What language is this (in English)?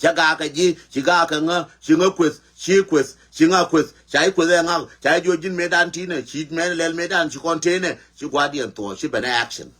Nuer